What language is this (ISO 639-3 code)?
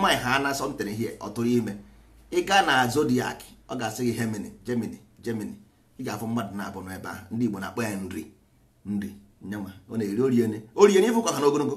ibo